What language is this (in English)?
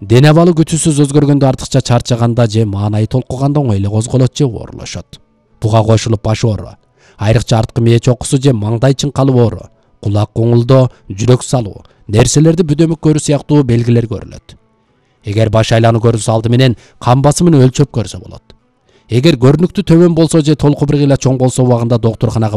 Kyrgyz